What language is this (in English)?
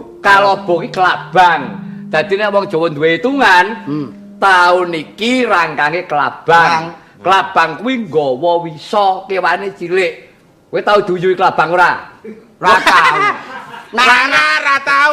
Javanese